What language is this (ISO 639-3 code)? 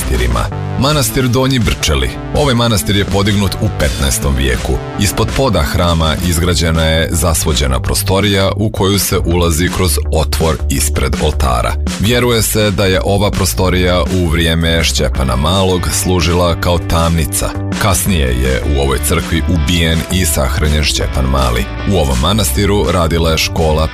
srp